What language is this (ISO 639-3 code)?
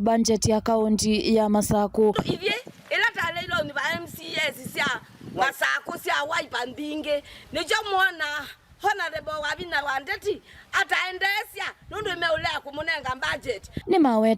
kam